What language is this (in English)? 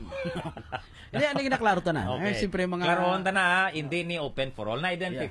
Hiligaynon